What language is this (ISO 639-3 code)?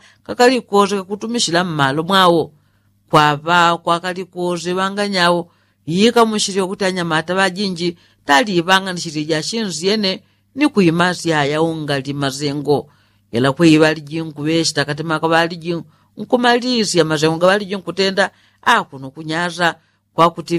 yao